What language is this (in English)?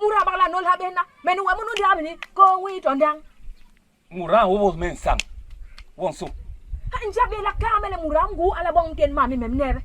Basaa